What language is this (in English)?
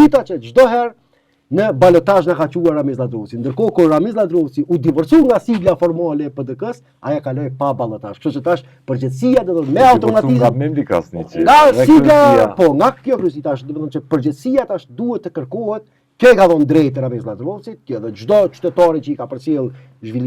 Albanian